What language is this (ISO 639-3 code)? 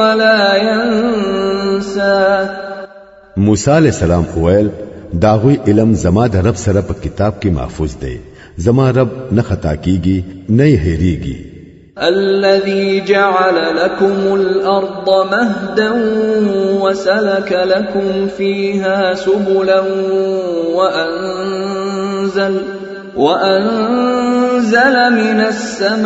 pus